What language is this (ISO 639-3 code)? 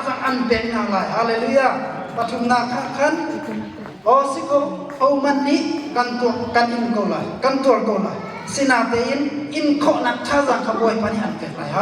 cnh